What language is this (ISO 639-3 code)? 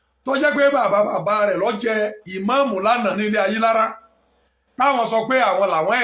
yor